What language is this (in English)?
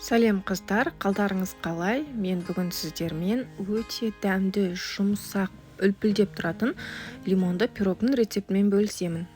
Kazakh